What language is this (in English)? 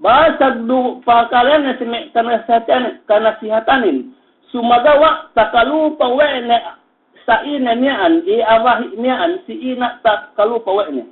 Yakan